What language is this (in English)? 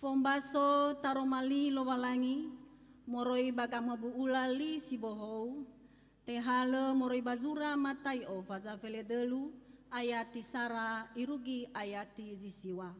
Nias